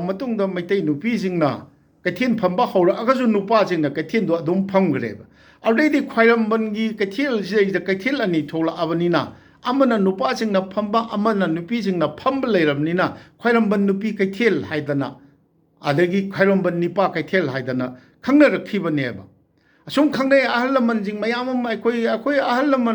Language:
Manipuri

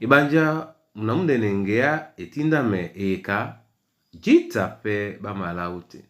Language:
Duala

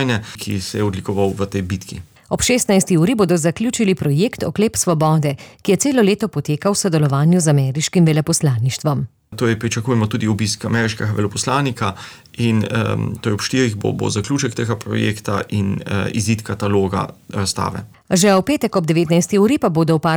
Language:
Slovenian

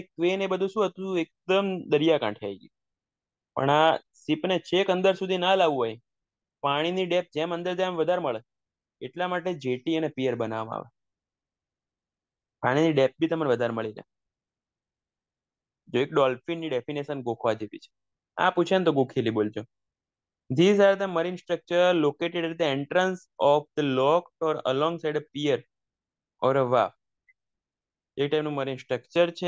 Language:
Gujarati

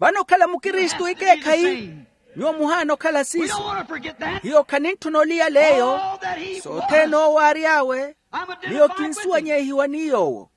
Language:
Makhuwa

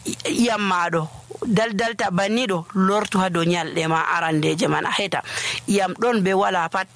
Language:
Nigerian Fulfulde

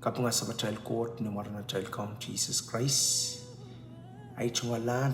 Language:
Pohnpeian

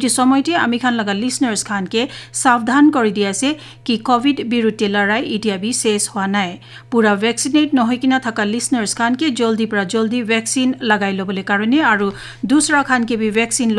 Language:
Naga Pidgin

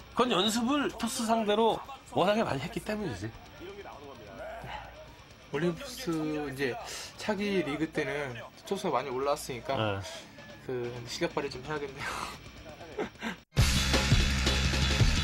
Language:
Korean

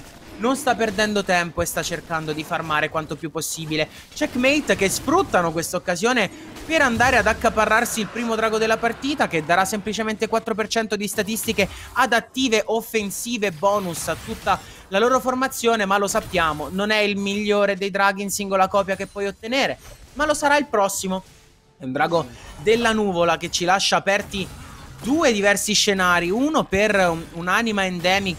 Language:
Italian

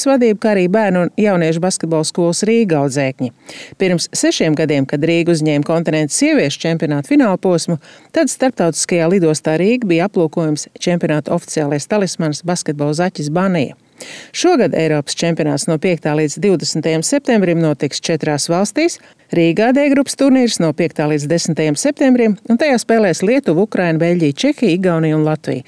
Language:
Latvian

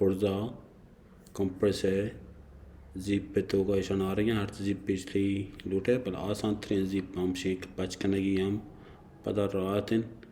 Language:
Baluchi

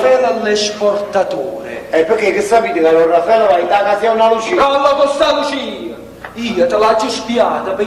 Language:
Neapolitan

